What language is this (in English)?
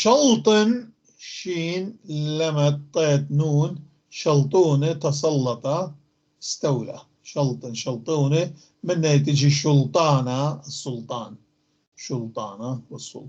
North Levantine Arabic